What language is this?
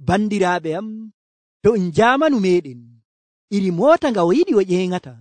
Nigerian Fulfulde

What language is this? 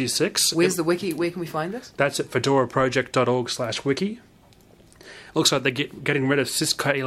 English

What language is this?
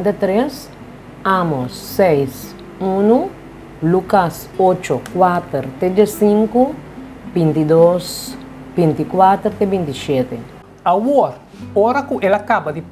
Papiamento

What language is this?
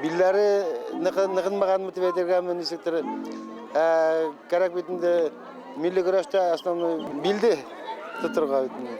Bashkir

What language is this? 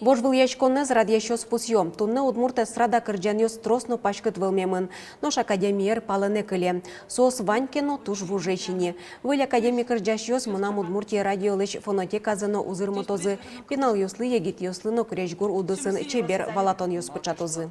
Udmurt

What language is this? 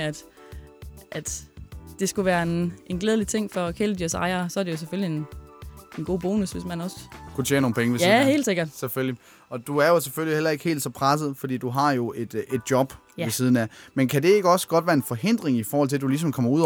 Danish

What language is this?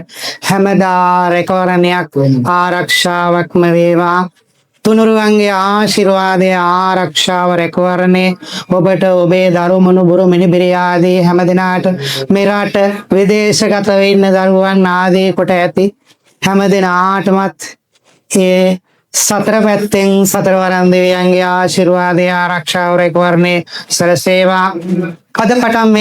Sinhala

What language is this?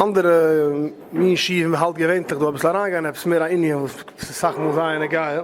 Yiddish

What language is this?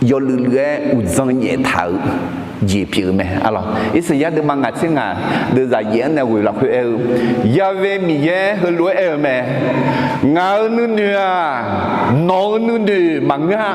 Akha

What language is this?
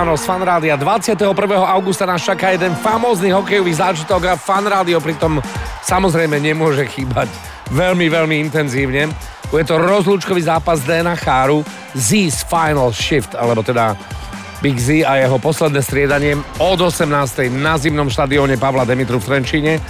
Slovak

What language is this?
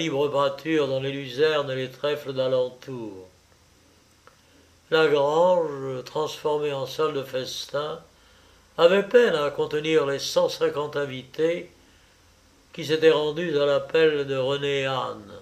French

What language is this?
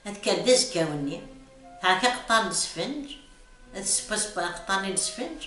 Kabyle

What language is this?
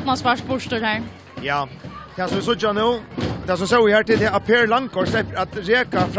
Faroese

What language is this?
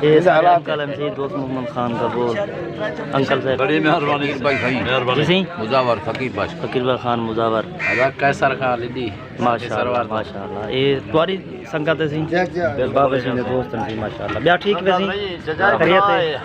Saraiki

